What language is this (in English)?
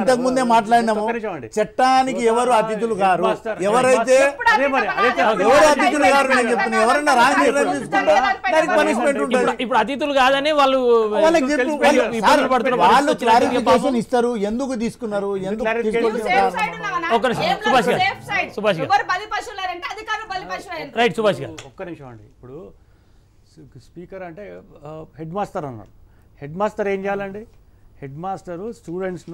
Telugu